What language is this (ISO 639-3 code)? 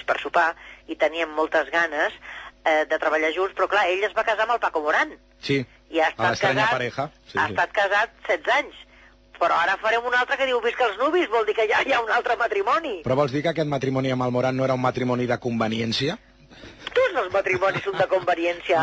cat